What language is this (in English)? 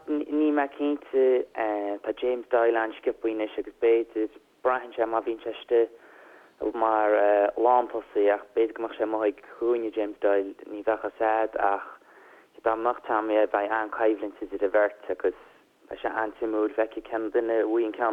Irish